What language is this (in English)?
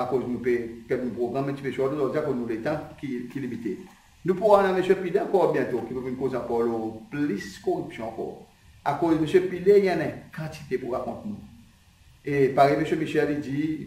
Seselwa Creole French